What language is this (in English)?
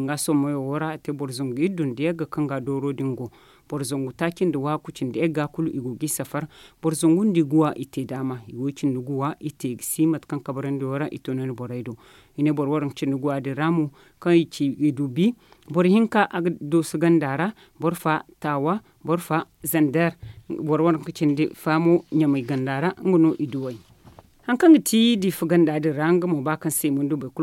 Zarma